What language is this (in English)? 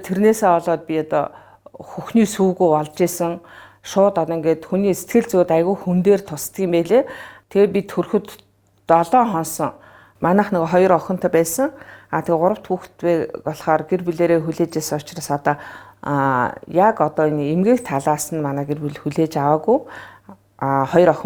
Mongolian